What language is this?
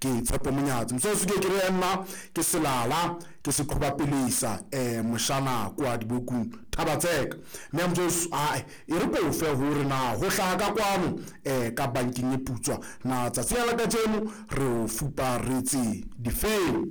Southern Sotho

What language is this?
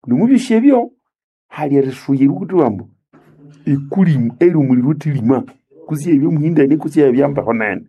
Nande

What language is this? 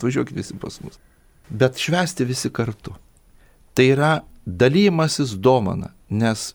Lithuanian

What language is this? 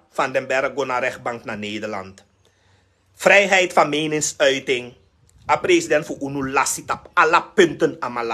Sranan Tongo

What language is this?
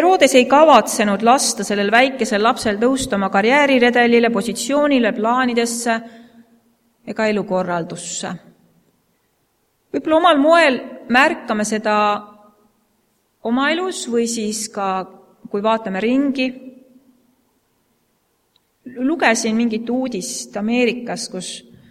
Estonian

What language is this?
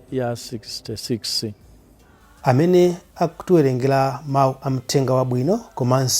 Nyanja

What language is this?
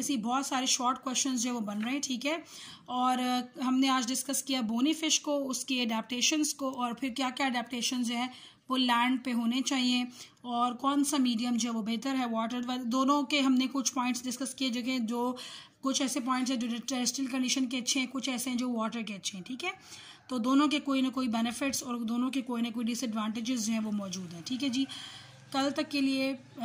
Hindi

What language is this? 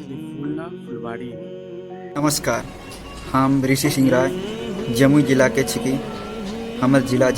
Maithili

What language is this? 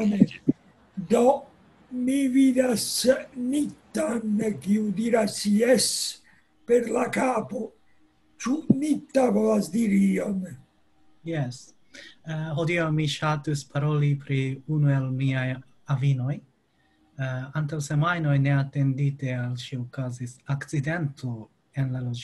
Esperanto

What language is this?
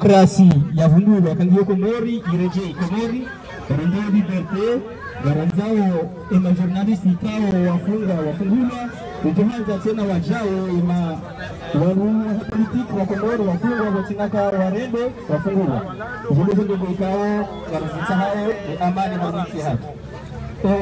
Ngazidja Comorian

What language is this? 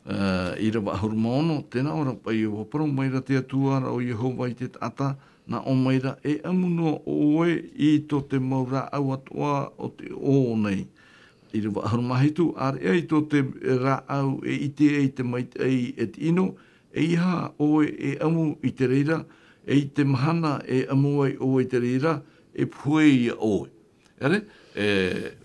Tahitian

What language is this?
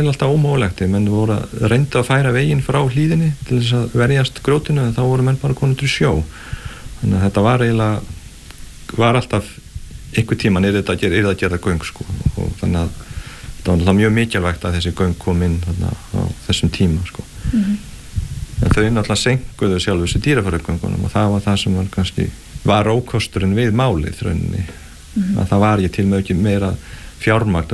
Icelandic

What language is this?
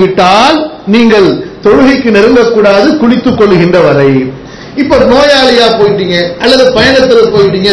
Tamil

